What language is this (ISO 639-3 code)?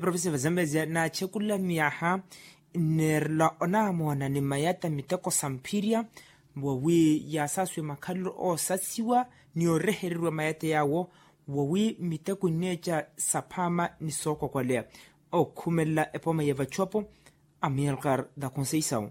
vmw